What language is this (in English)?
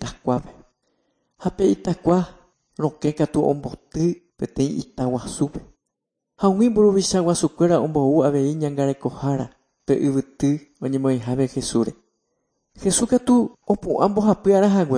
Guarani